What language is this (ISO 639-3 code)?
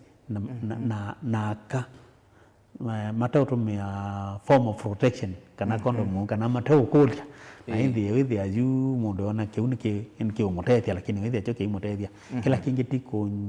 kam